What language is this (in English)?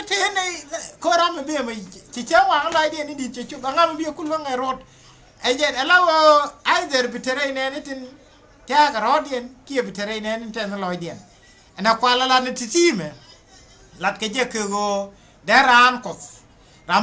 Nuer